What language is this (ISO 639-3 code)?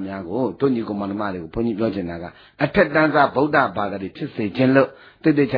mya